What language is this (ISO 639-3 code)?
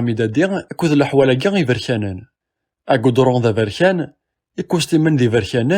kab